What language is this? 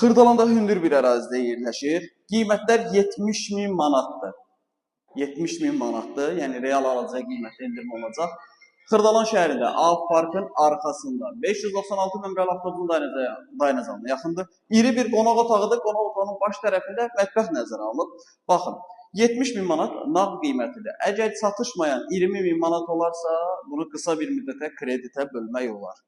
Azerbaijani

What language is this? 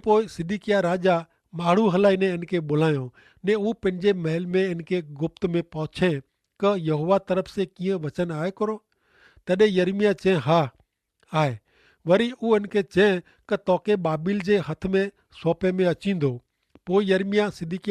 Kachhi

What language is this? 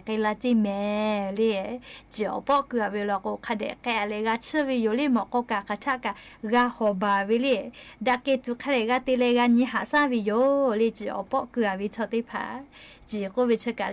Lahu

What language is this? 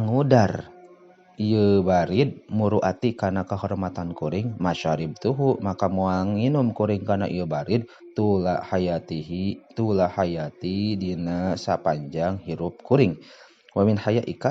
Sundanese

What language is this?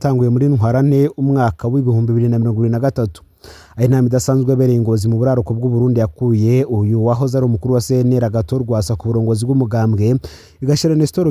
Rundi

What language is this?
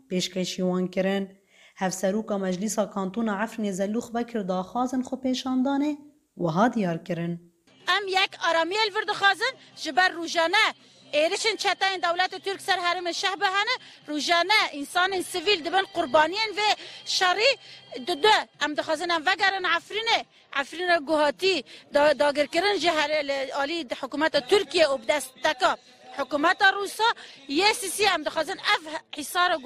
Kurdish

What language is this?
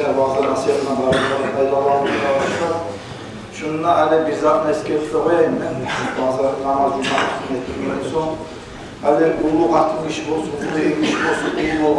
Kumyk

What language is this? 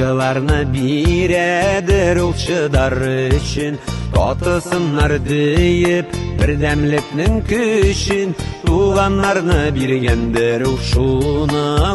Tatar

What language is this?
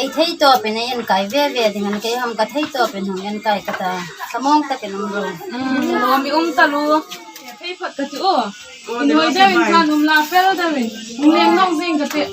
Hmar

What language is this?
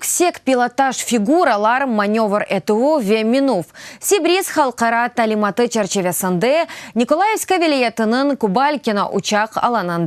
Crimean Tatar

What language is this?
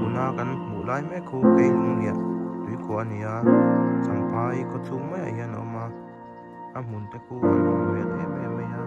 Mizo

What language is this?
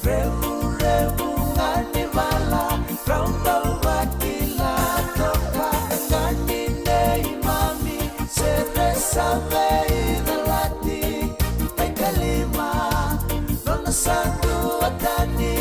Fijian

